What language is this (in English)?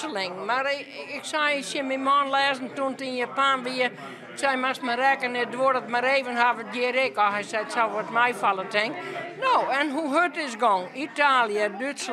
Western Frisian